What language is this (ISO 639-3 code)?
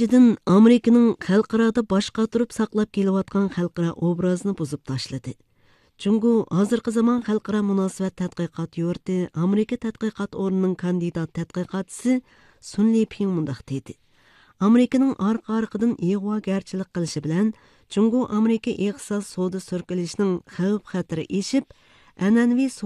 uig